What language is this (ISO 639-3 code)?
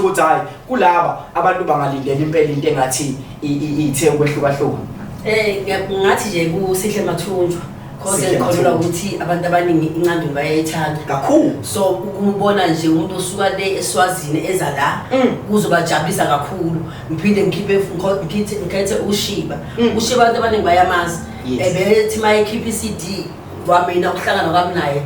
zul